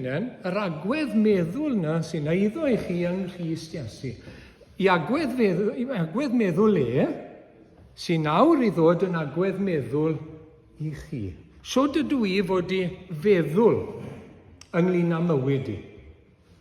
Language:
Welsh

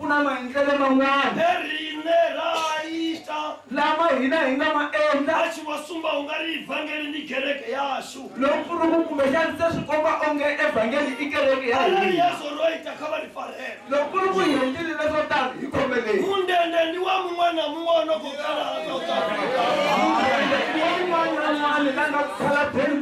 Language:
Tsonga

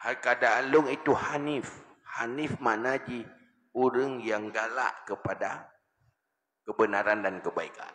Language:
Achinese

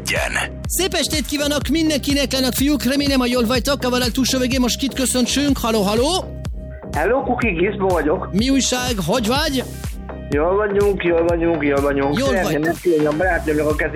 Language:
Hungarian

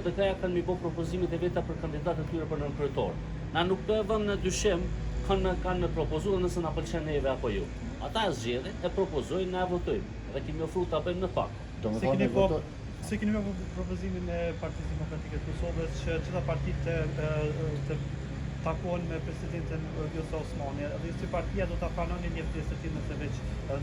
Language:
Albanian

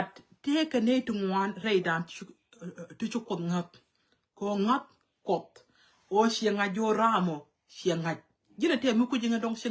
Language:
Nuer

